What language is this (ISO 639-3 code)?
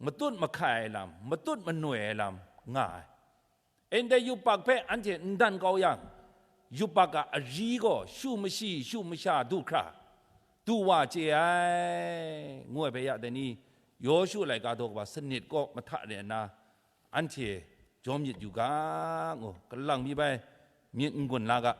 kac